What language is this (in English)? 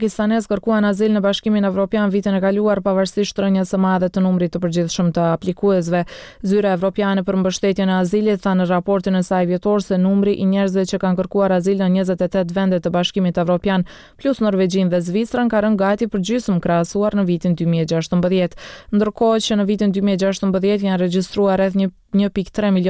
Albanian